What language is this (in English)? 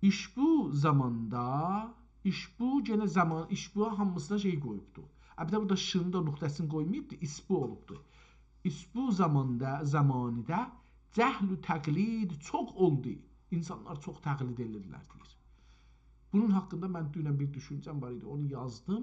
South Azerbaijani